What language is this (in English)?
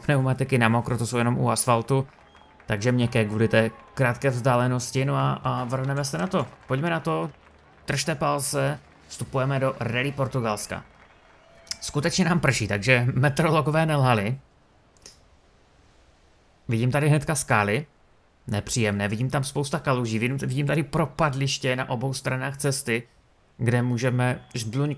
Czech